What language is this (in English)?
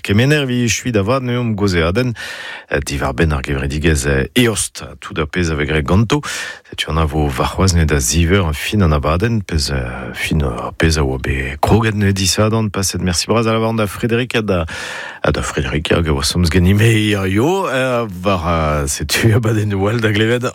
Breton